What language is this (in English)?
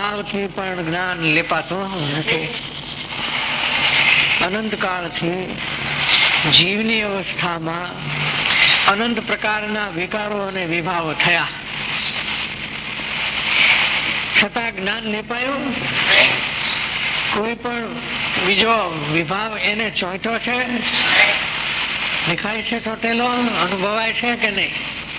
Gujarati